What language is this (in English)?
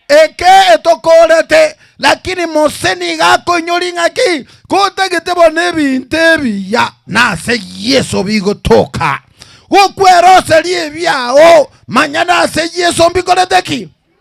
Gusii